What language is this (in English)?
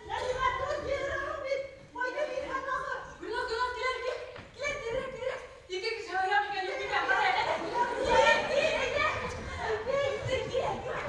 Bashkir